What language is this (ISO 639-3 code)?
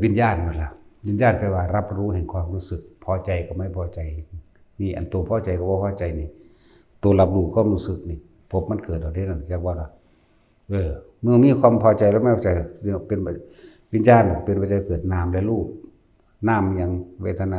tts